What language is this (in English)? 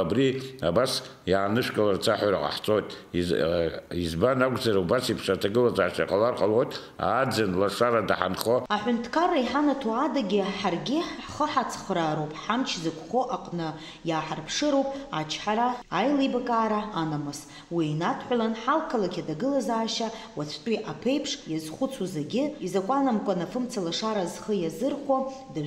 Abkhazian